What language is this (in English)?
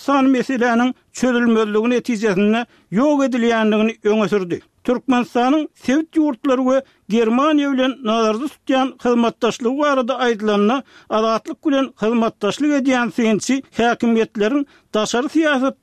Turkmen